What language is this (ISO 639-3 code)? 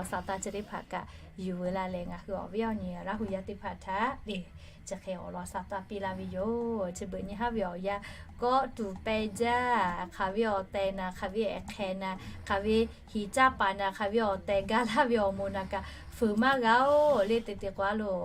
lhu